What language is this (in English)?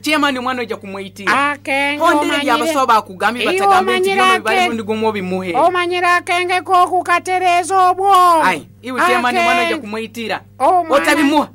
Nyoro